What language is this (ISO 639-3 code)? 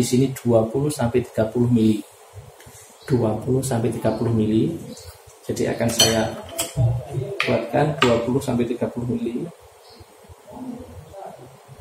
ind